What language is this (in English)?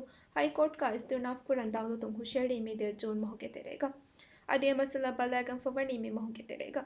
Divehi